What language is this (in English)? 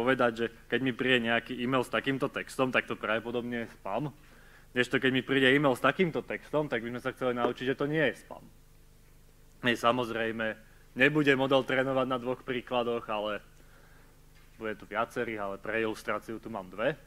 Slovak